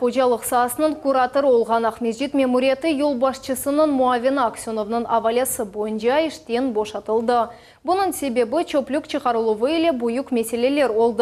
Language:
Crimean Tatar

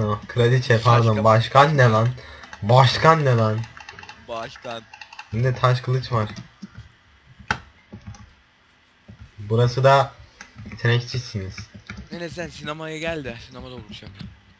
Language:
Turkish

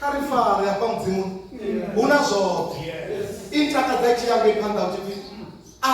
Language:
Venda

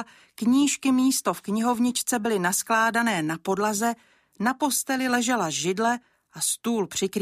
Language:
Czech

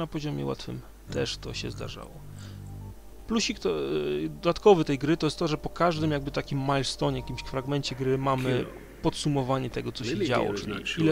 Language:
Polish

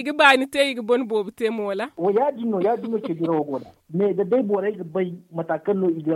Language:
Zarma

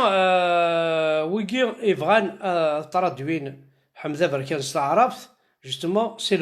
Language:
Kabyle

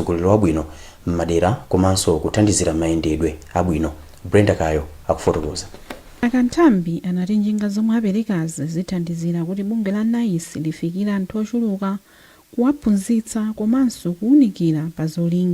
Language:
Nyanja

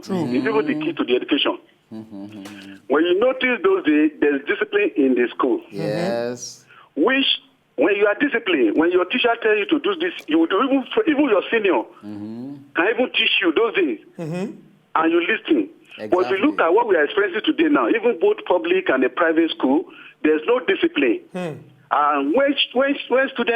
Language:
Nigerian Pidgin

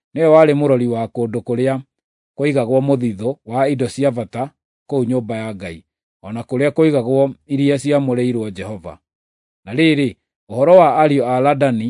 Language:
Kikuyu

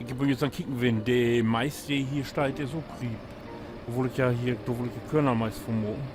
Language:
Low German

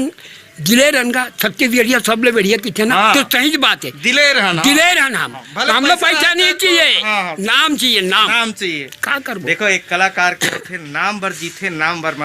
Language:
Chhattisgarhi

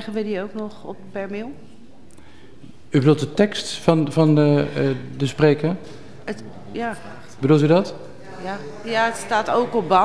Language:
Dutch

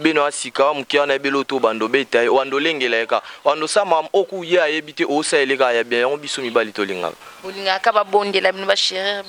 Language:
Lingala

